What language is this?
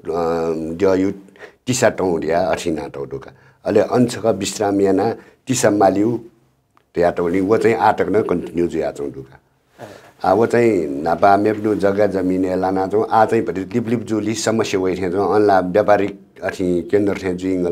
Newari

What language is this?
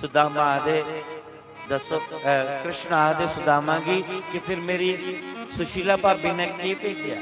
Dogri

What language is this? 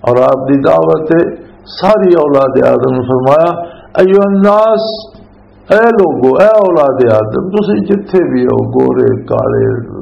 Western Panjabi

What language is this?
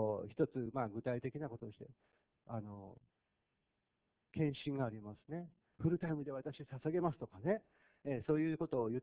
Japanese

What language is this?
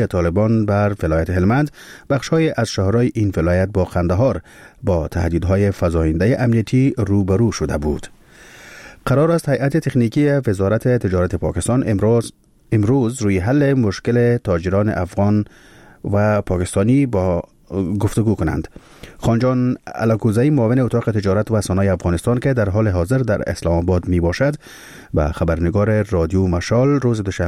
Persian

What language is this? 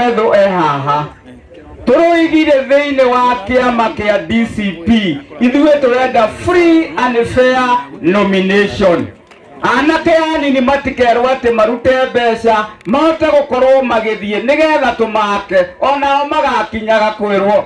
Kikuyu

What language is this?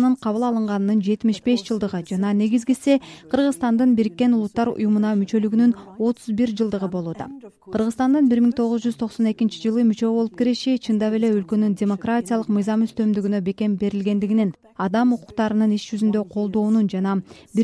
Kyrgyz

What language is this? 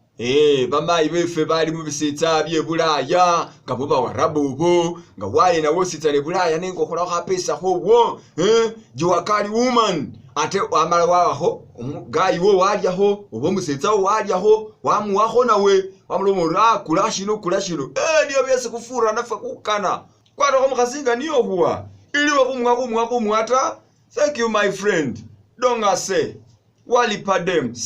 Masaaba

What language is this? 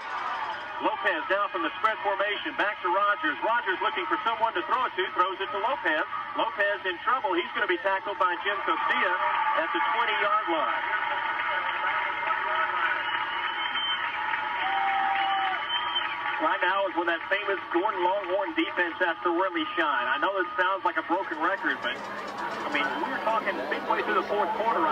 English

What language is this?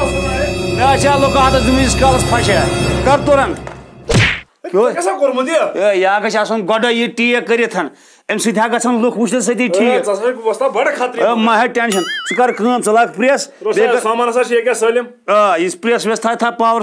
Kashmiri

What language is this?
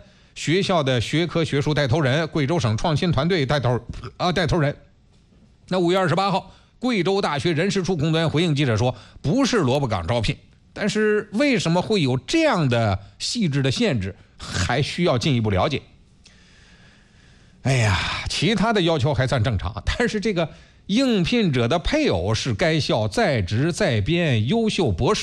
Chinese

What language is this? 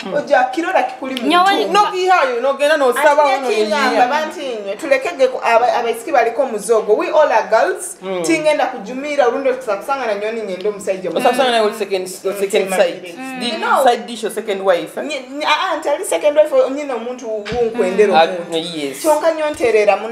Nyoro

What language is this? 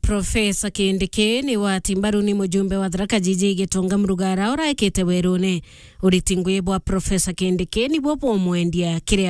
Meru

